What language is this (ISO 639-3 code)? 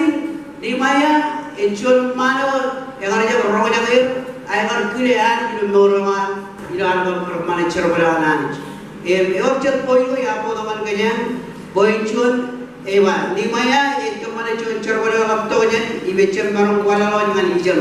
mah